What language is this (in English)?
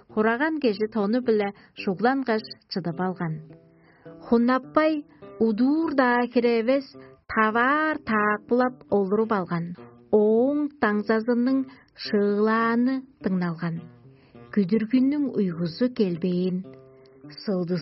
Tuvinian